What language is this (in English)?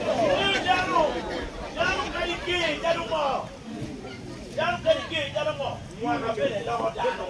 Acoli